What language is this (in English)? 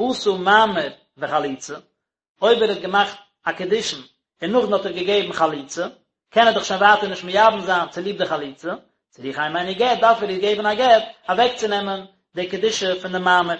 Yiddish